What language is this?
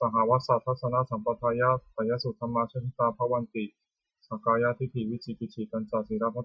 Pali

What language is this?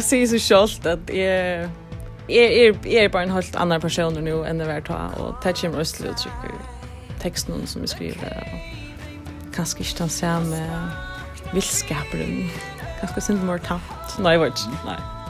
Faroese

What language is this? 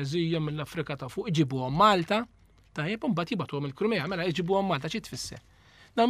Maltese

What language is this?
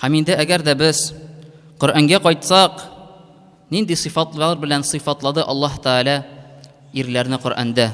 Tatar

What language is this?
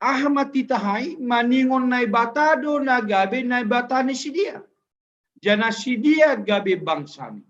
Batak Simalungun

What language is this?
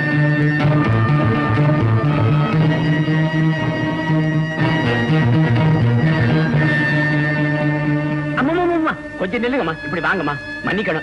Tamil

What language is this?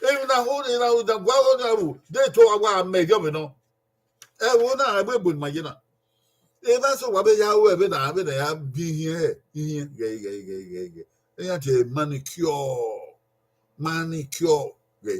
Bini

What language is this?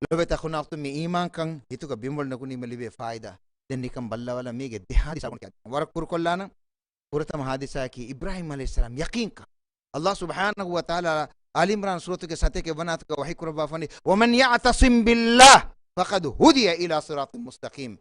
Divehi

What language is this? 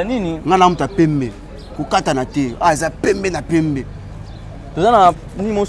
Lingala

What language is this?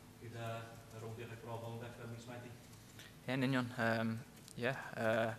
Welsh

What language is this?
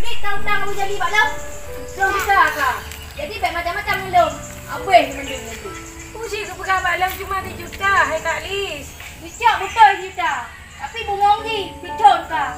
Achinese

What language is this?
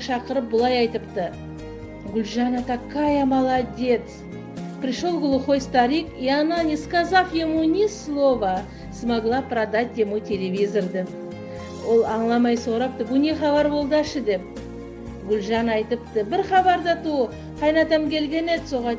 Nogai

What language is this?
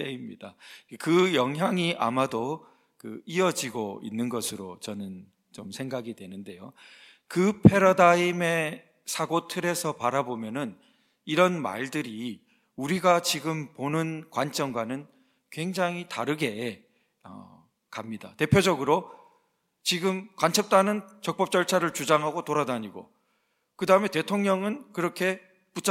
Korean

